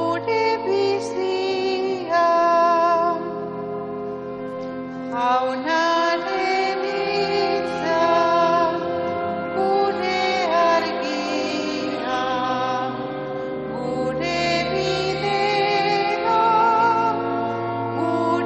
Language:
Basque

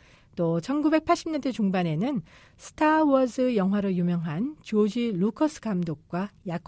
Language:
Korean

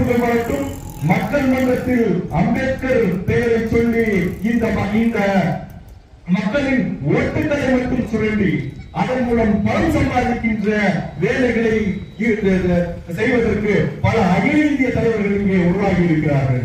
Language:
Tamil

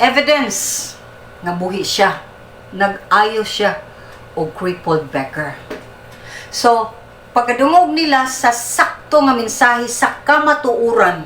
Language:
Cebuano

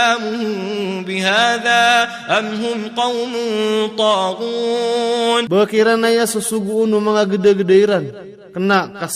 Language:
Maranao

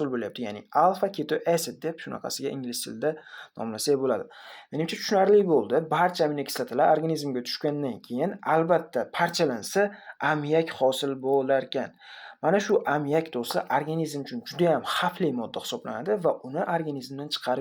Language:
Uzbek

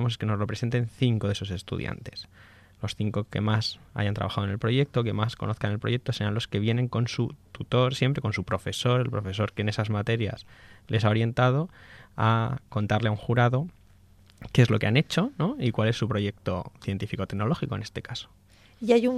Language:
Spanish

